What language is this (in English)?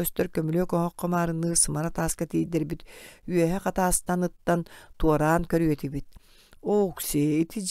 Yakut